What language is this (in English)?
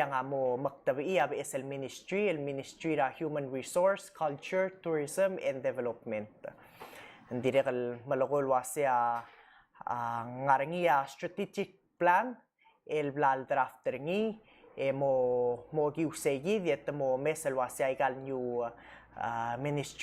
Palauan